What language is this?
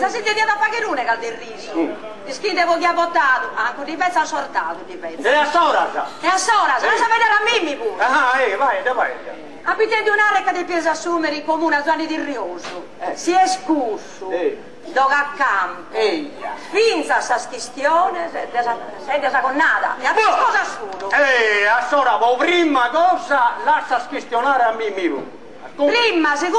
Sardinian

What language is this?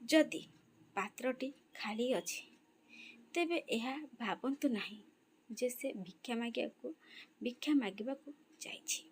Odia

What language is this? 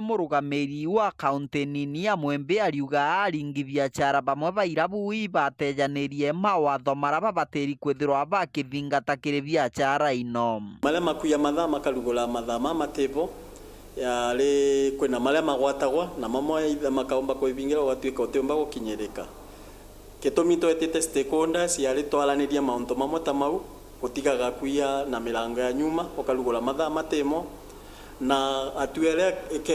Meru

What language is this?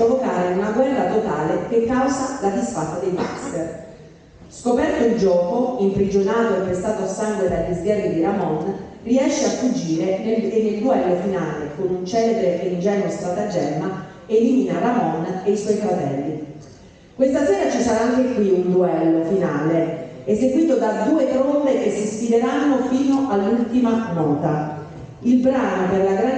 Italian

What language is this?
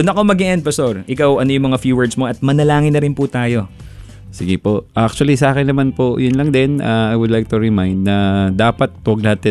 Filipino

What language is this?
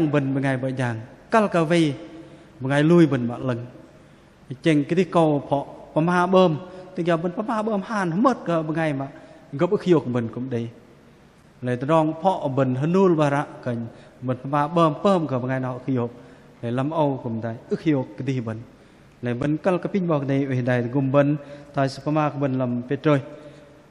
Bahnar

